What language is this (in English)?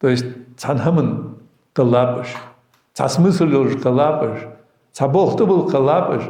Ingush